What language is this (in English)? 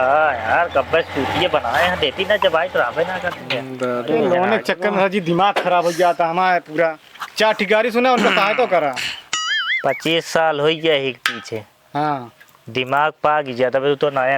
Awadhi